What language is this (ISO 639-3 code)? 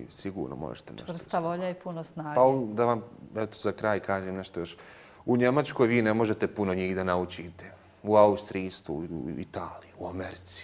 bos